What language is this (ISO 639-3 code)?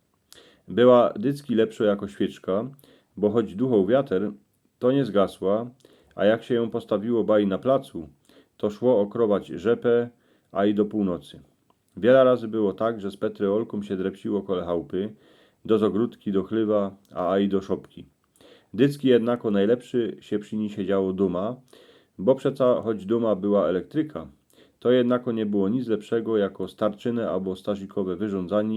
szl